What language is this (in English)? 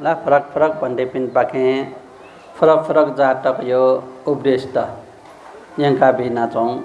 Newari